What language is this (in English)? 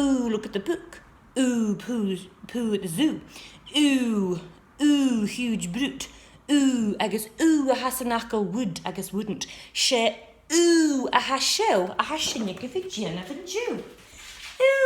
Scottish Gaelic